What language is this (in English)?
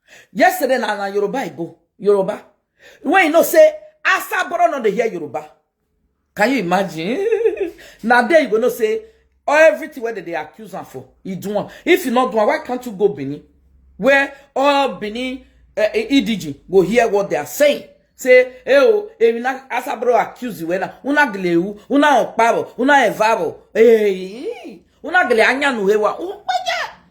Nigerian Pidgin